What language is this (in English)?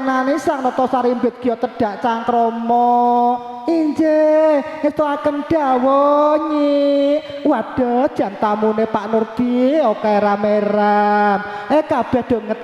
Javanese